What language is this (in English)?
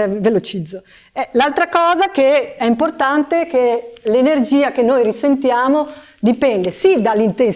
Italian